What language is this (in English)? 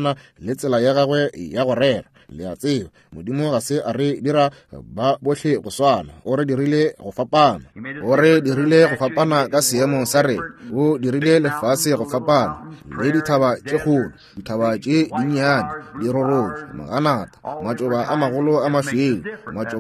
Northern Sotho